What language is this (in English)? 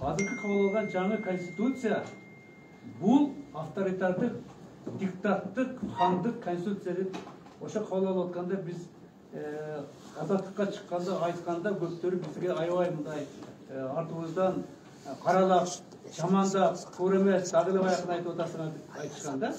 Kyrgyz